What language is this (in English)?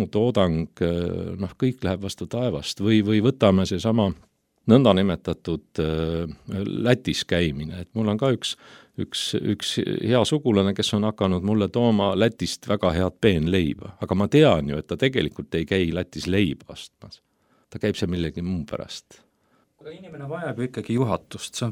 Estonian